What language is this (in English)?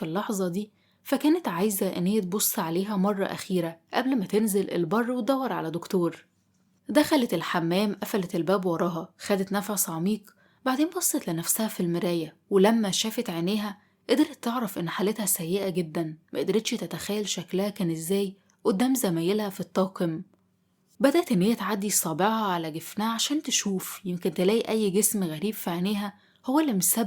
Egyptian Arabic